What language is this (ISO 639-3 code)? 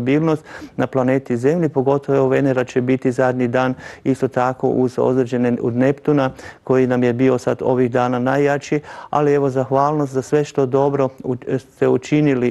hrv